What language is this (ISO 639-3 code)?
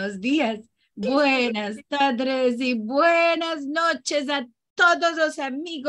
lad